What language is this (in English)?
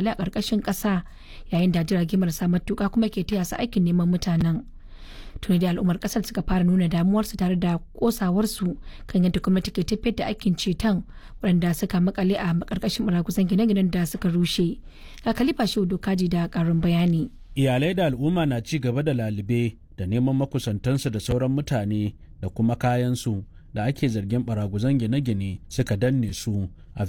Hausa